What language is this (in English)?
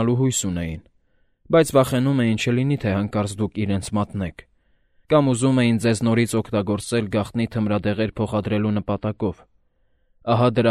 Armenian